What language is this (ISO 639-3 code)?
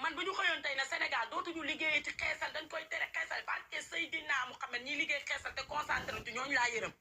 wol